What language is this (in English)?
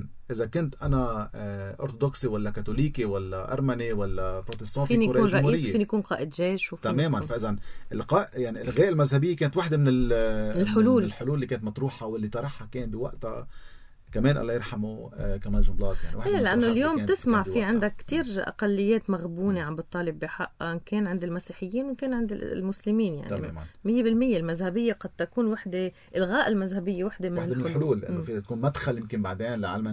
North Levantine Arabic